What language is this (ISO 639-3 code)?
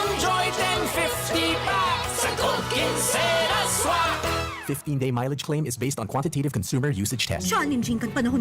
bik